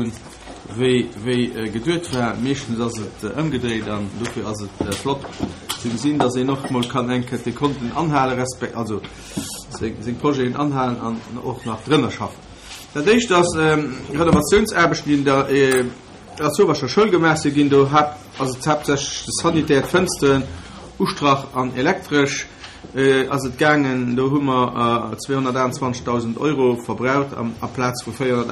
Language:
Luxembourgish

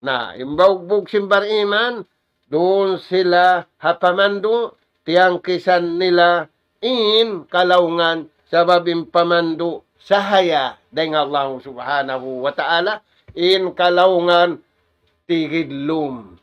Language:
Tausug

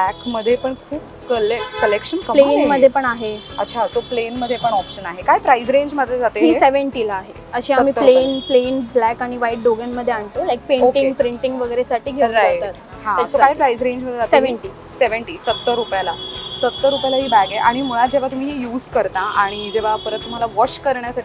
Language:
Marathi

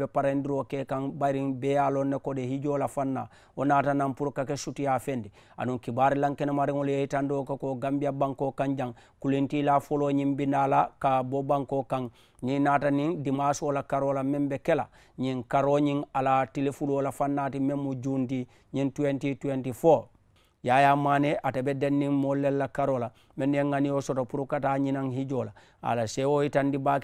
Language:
Mandingo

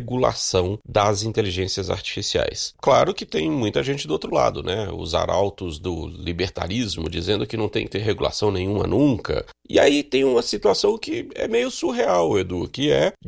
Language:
Portuguese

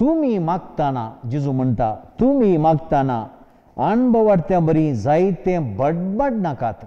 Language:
Konkani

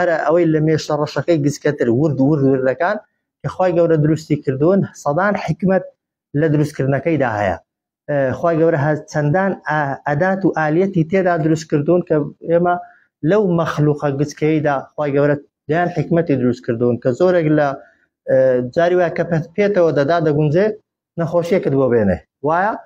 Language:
Central Kurdish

